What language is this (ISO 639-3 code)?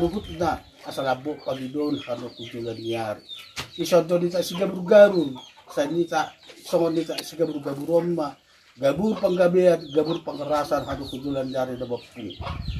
bbc